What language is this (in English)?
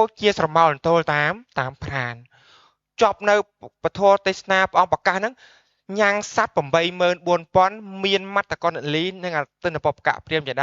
Khmer